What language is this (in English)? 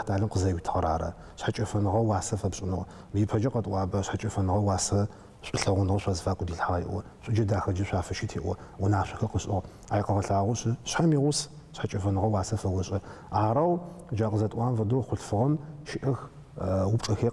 Adyghe